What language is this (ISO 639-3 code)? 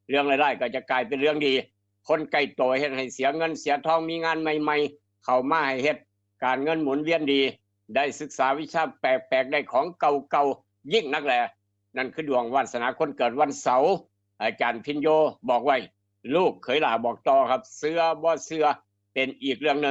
tts